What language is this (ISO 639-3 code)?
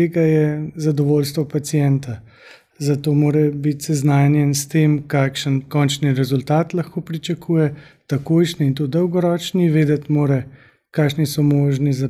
slv